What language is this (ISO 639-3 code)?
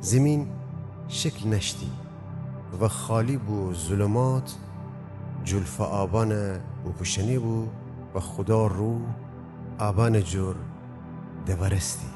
glk